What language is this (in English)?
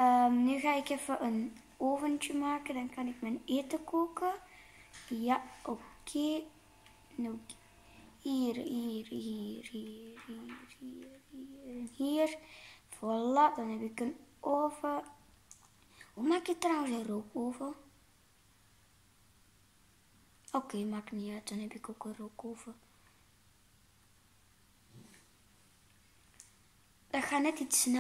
Dutch